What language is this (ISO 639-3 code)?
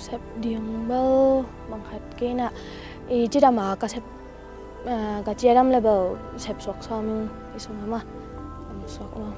ctd